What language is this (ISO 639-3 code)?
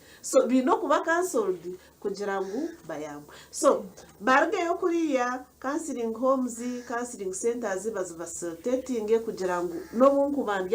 nyn